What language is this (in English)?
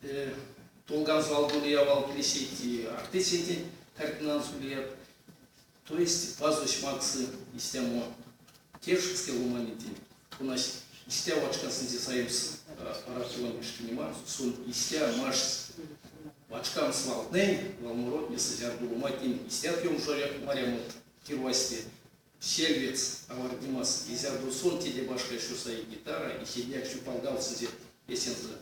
Erzya